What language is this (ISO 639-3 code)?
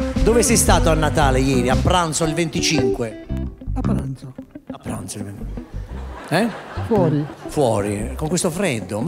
ita